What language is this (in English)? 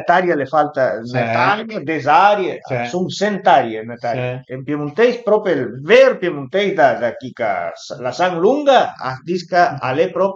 Piedmontese